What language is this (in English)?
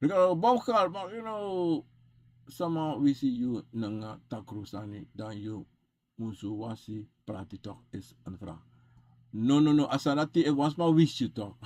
Sranan Tongo